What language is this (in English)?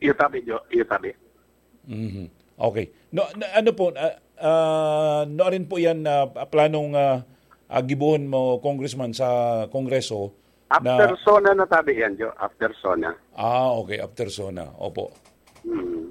Bikol